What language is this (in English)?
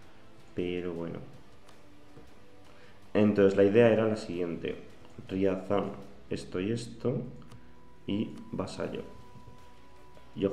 Spanish